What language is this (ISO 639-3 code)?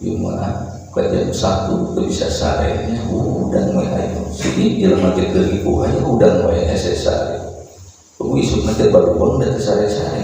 sun